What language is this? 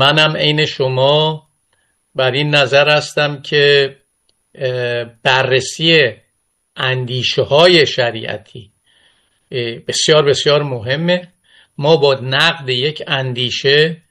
Persian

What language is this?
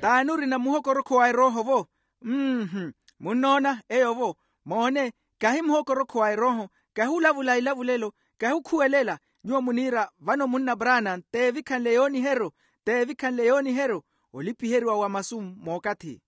Makhuwa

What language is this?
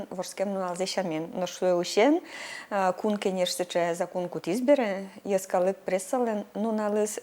Udmurt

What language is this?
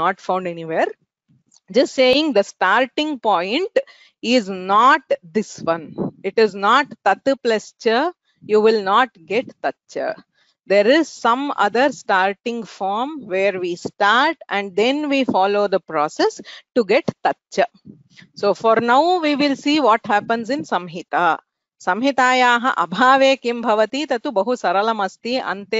Sanskrit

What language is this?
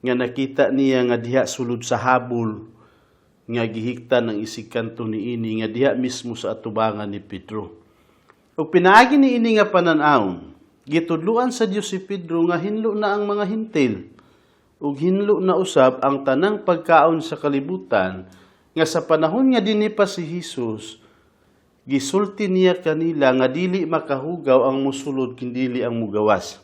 Cebuano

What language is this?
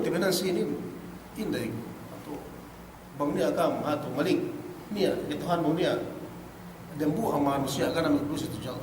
Yakan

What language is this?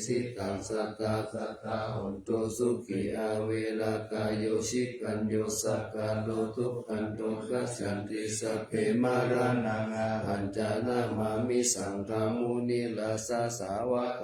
Pali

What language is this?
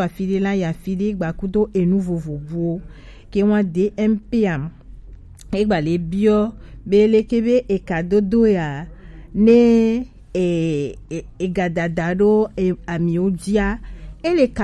Gen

